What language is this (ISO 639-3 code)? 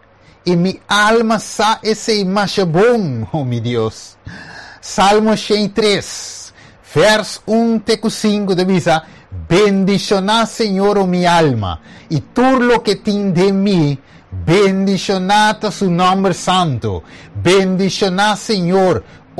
pap